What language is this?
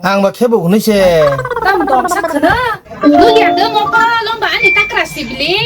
Kok Borok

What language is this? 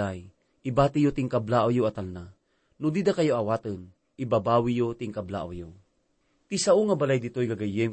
Iloko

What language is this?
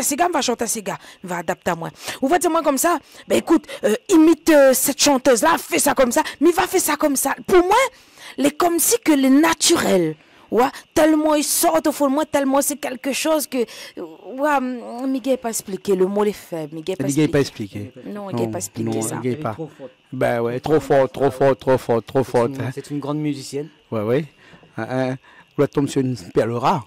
Réunion Creole French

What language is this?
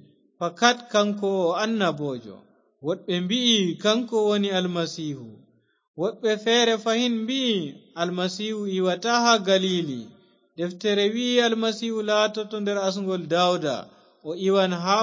Fula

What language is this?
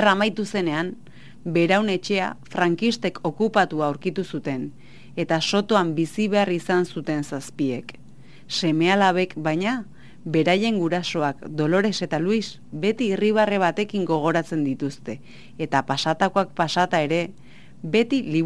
Basque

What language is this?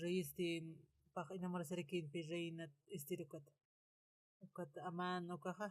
Aymara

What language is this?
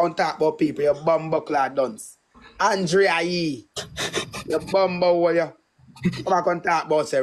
Jamaican Creole English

